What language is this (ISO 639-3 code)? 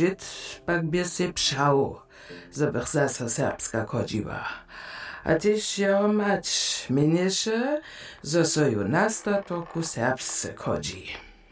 hsb